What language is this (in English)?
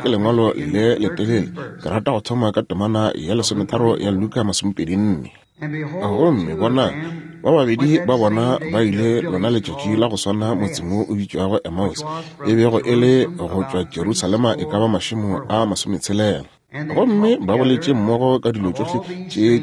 Northern Sotho